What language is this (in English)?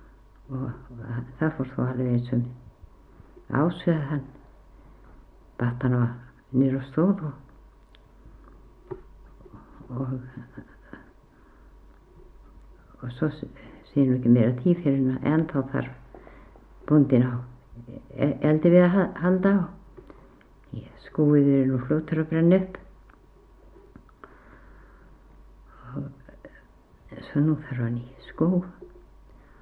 Icelandic